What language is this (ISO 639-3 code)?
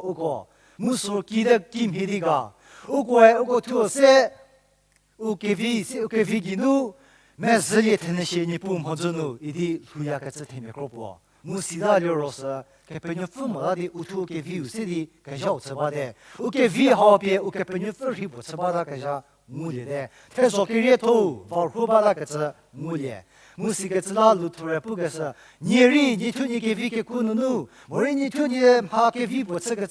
njm